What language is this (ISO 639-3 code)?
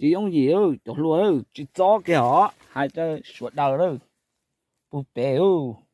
hmn